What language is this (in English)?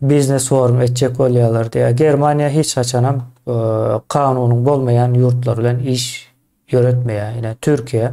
Turkmen